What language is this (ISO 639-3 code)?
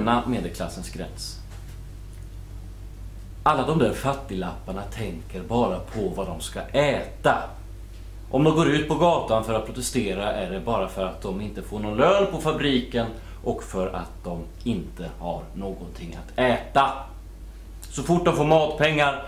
swe